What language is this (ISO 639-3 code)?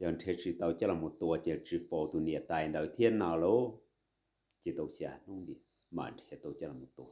hmn